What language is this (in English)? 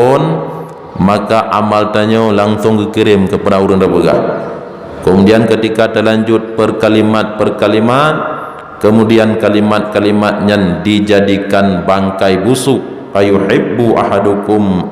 Achinese